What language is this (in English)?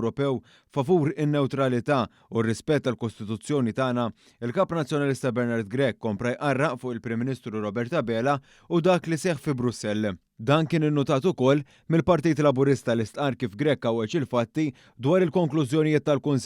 Maltese